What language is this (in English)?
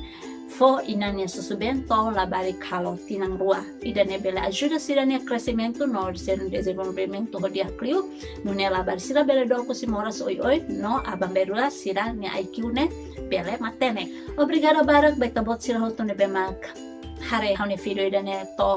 Tetum